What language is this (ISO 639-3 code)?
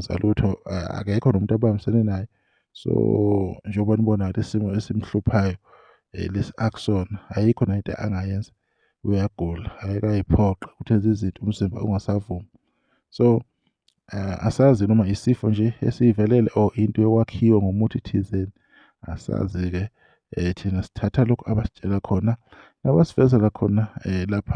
zul